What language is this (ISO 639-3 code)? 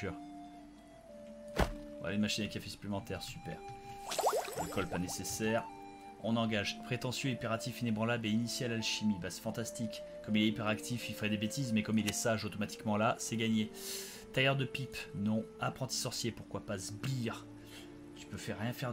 fra